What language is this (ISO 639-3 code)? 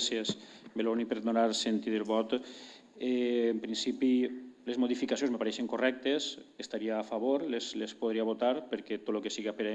cat